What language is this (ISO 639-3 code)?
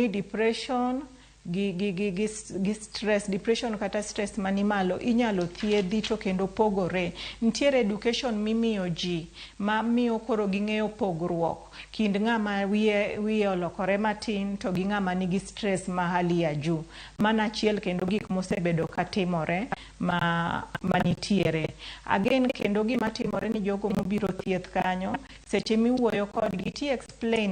luo